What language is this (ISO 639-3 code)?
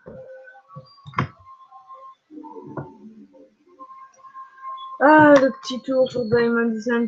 fra